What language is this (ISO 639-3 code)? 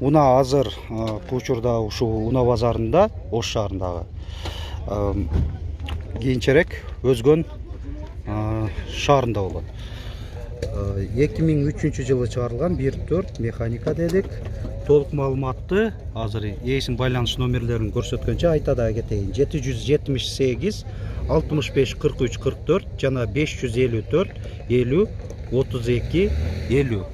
kir